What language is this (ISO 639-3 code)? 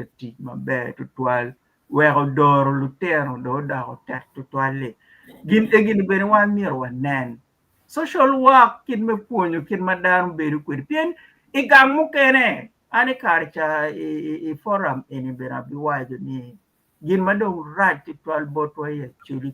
ach